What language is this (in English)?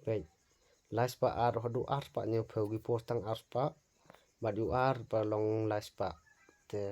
Khasi